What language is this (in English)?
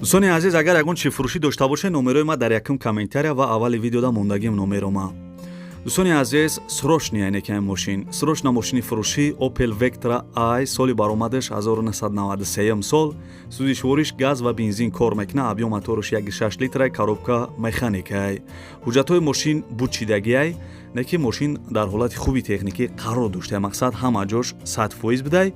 Tajik